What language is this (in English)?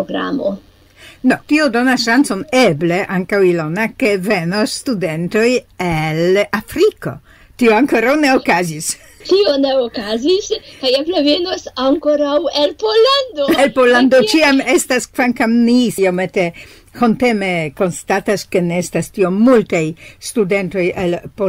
Esperanto